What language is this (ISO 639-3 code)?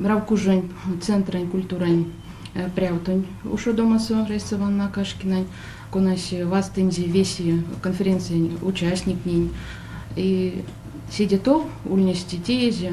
myv